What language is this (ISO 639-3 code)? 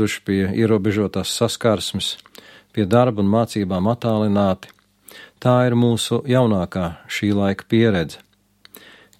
lav